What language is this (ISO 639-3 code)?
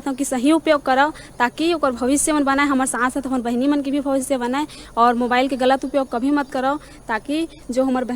hne